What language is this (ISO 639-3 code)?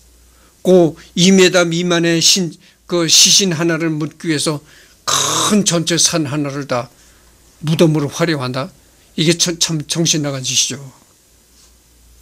kor